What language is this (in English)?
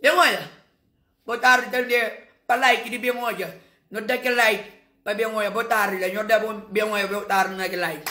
Kabuverdianu